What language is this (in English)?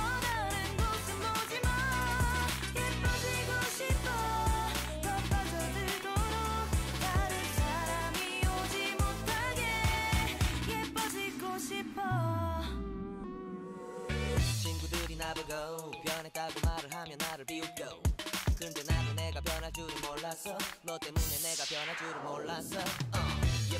Korean